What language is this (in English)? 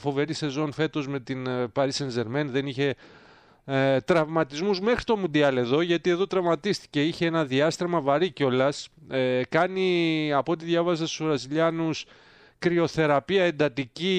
Greek